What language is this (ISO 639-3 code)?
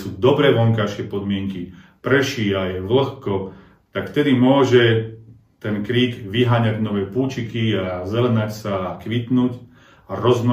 slk